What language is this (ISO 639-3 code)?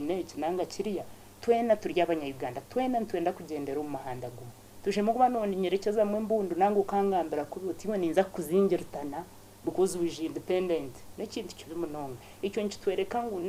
nyn